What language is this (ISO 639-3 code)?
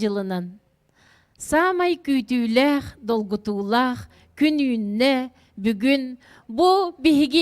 sah